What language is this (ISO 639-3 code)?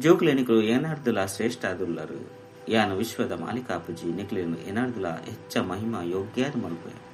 tcy